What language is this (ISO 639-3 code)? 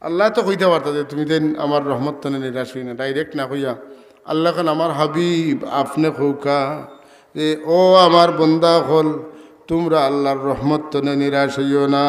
syl